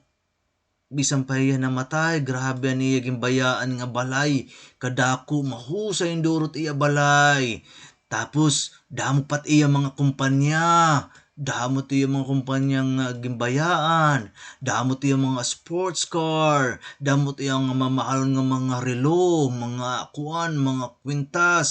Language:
Waray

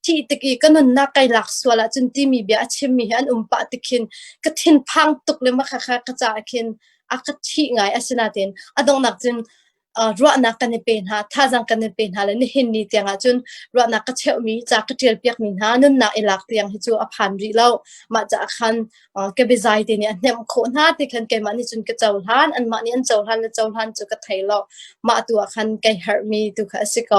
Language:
Hakha Chin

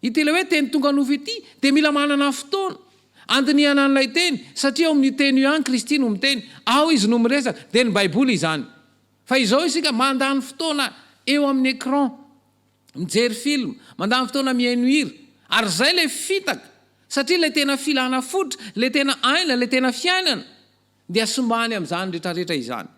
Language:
Malagasy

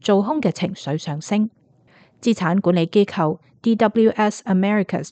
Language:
Cantonese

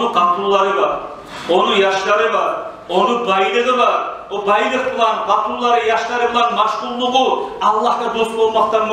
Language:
Kumyk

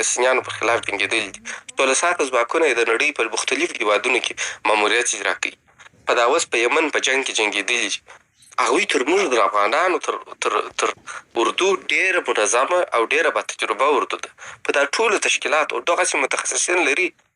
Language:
Pashto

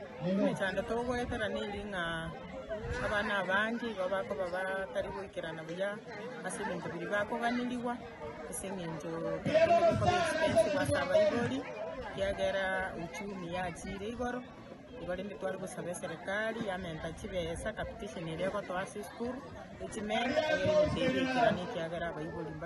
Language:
Gusii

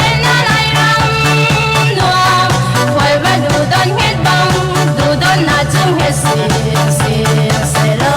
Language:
Falam Chin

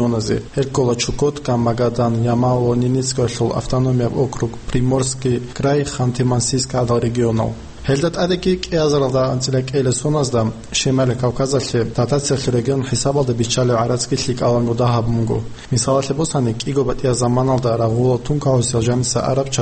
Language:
Avaric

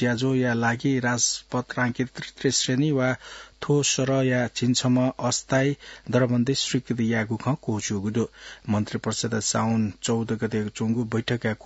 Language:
Newari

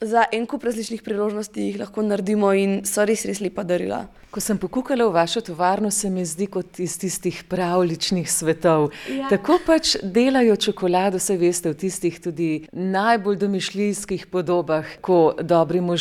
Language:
Slovenian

